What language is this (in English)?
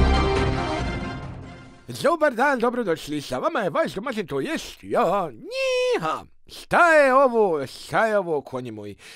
Bosnian